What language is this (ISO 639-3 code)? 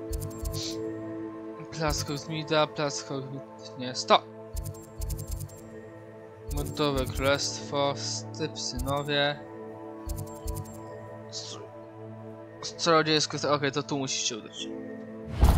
pol